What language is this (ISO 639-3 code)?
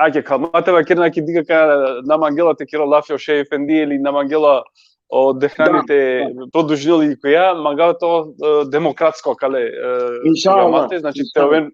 rmn